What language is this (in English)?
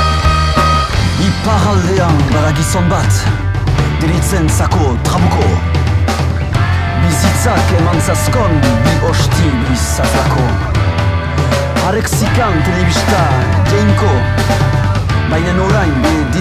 Basque